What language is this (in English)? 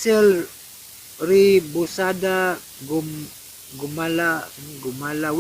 Cebuano